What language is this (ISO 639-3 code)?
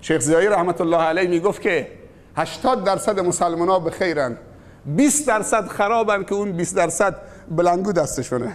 fas